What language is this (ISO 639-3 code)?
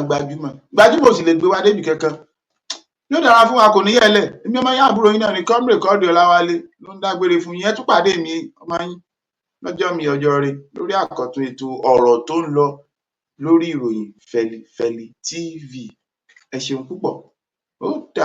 yor